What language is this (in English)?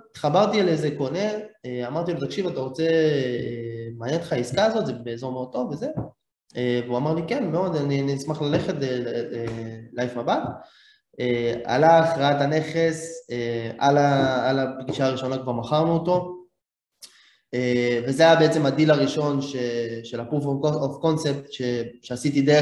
Hebrew